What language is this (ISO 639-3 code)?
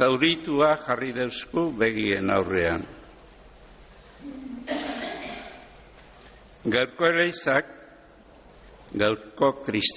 eus